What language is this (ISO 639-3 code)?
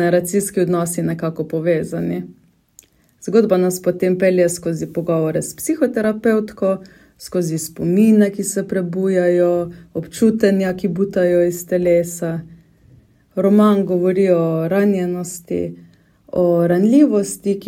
slv